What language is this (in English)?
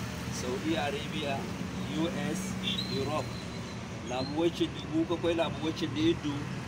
Zarma